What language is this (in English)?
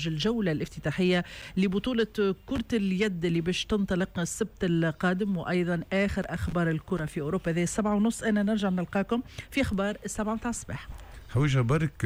Tunisian Arabic